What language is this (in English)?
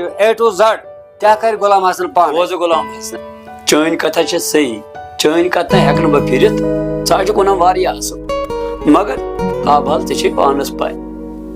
Kashmiri